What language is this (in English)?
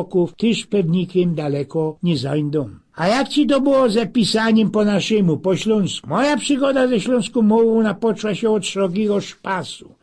Silesian